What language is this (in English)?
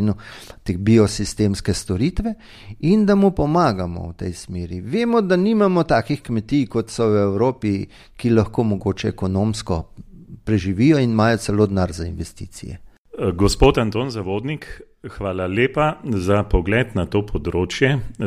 Slovenian